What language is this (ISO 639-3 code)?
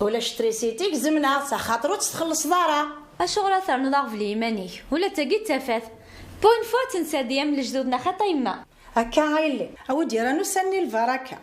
kab